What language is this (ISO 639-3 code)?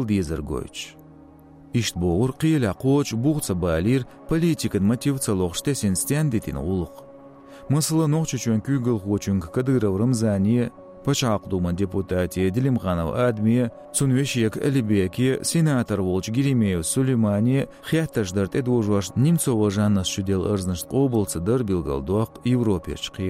che